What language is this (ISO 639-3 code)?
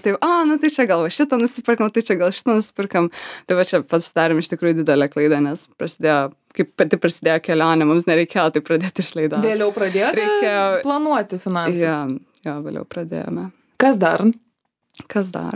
lit